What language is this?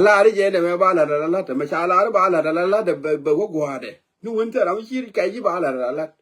Nuer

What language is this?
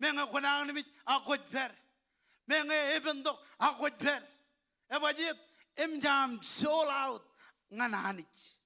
Marshallese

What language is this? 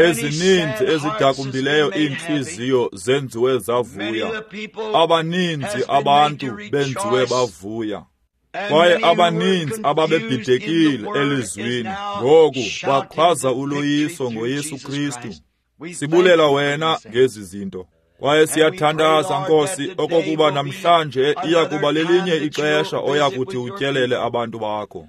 Xhosa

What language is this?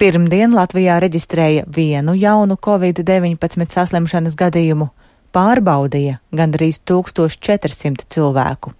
Latvian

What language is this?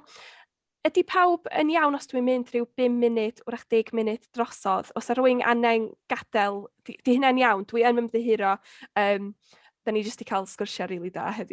Welsh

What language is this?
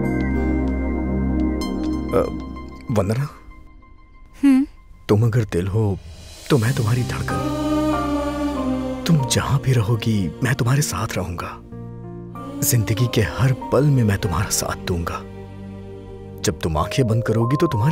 Hindi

